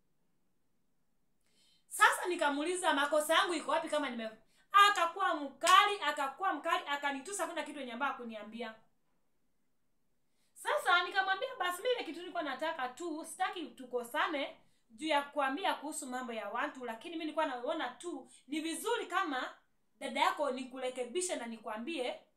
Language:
Swahili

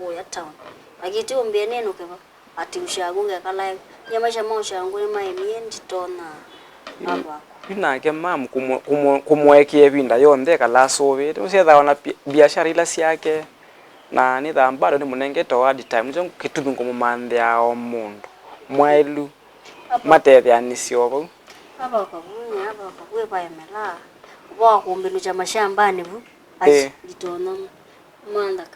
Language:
Kamba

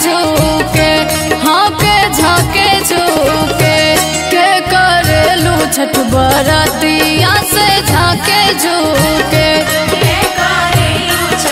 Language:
Bhojpuri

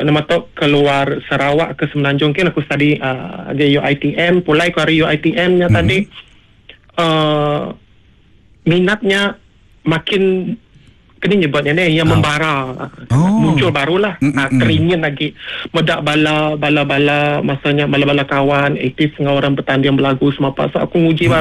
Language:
Iban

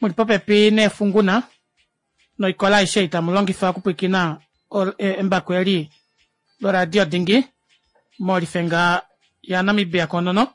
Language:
Kuanyama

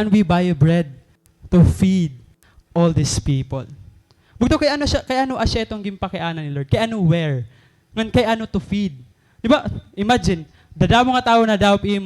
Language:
Waray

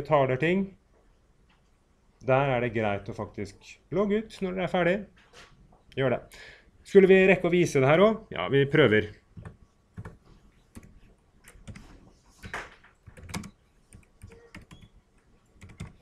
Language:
Norwegian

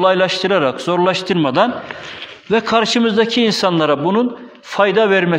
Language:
Turkish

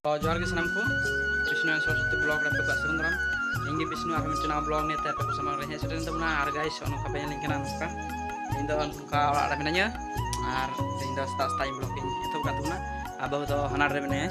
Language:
Santali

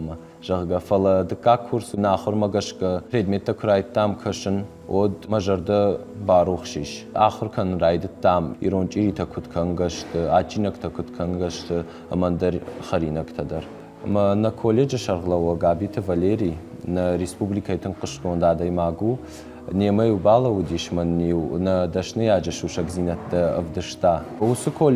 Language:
Ossetic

